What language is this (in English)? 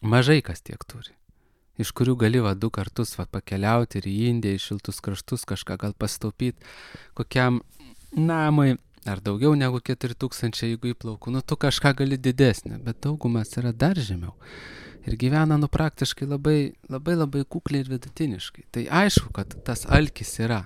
Lithuanian